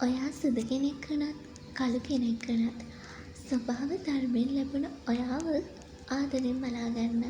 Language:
Sinhala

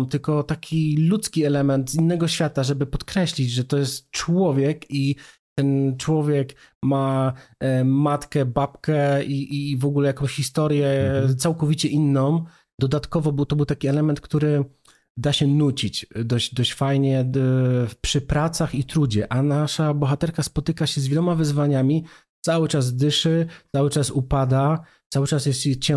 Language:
Polish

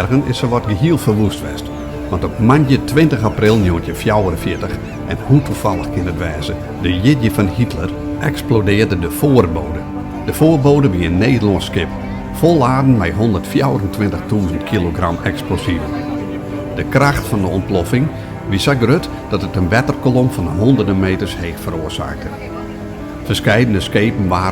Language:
Western Frisian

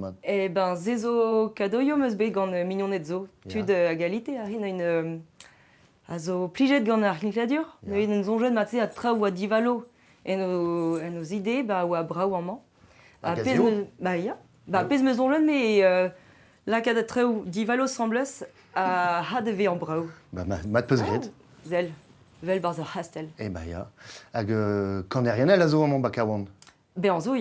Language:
Breton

